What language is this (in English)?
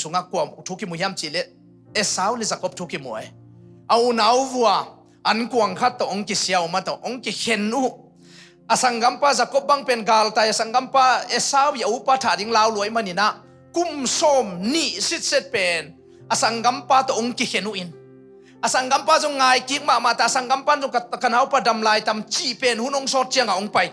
Tedim Chin